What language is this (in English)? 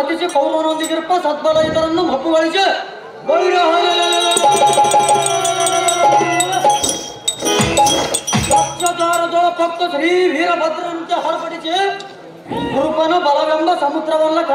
Kannada